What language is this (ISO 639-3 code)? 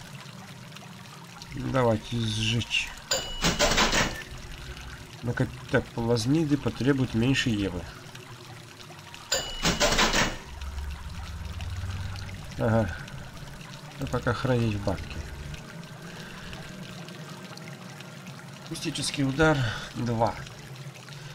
rus